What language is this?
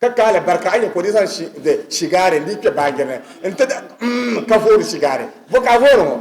Dagbani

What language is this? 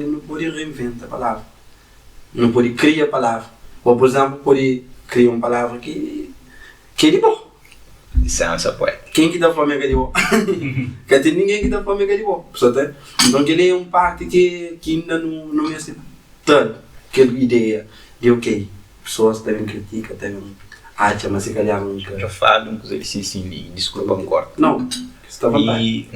Kabuverdianu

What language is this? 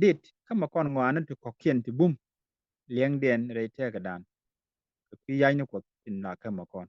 Nuer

